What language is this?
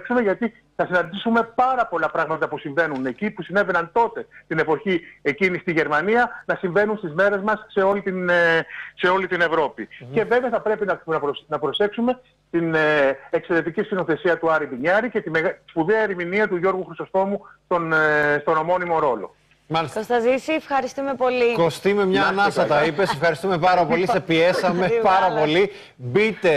Greek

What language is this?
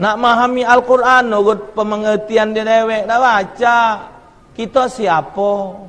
Musi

